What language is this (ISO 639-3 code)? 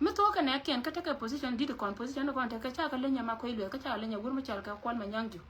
nus